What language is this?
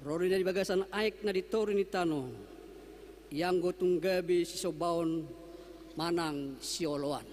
Batak Toba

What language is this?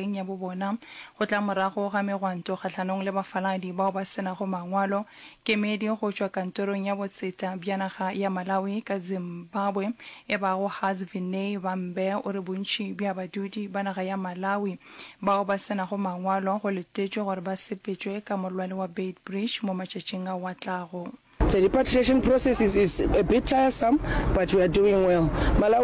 Northern Sotho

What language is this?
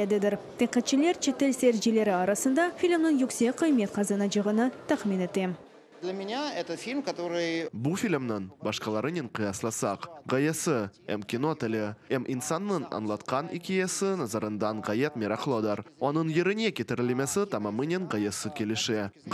Crimean Tatar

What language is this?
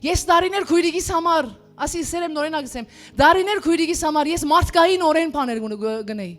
Western Armenian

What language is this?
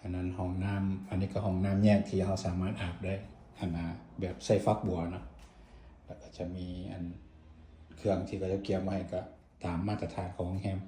Lao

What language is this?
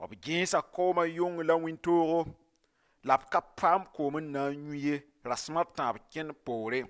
Mossi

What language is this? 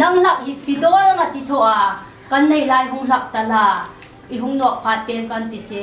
Hmar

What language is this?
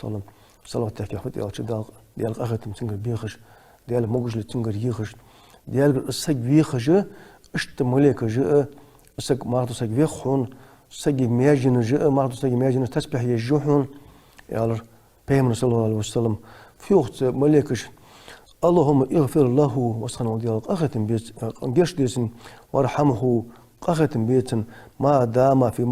Ingush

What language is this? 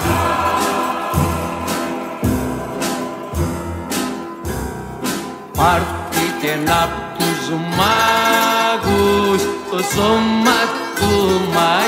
Greek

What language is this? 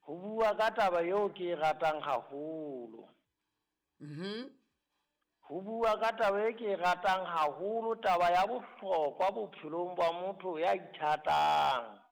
Southern Sotho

